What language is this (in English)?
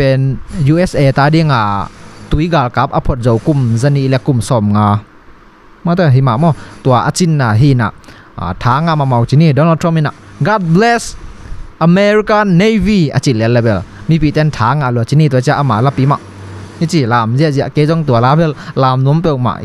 Tedim Chin